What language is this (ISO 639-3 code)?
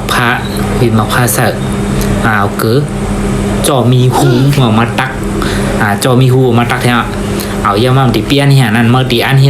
shn